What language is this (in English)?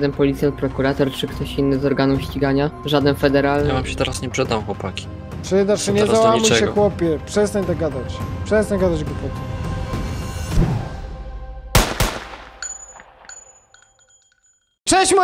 Polish